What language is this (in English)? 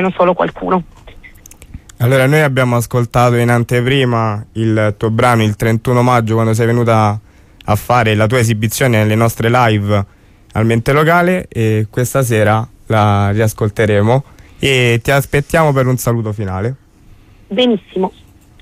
Italian